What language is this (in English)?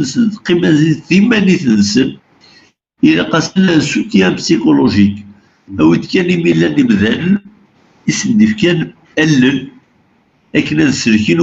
Kabyle